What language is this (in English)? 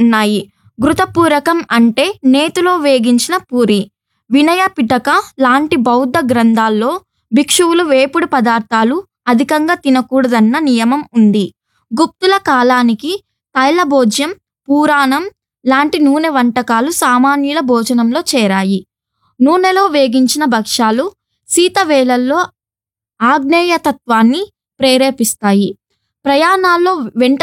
Telugu